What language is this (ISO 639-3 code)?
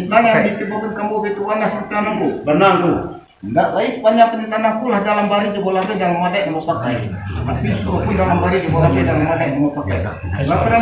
min